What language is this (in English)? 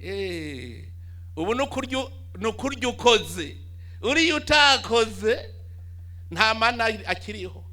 Rundi